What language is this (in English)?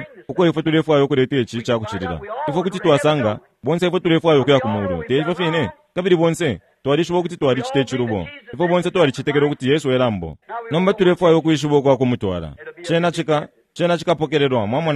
Bemba